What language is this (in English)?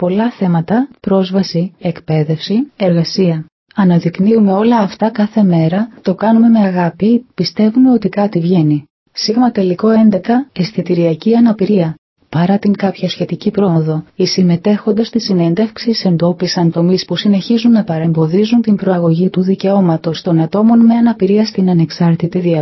Greek